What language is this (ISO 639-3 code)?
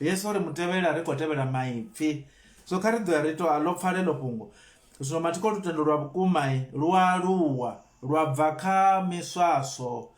ven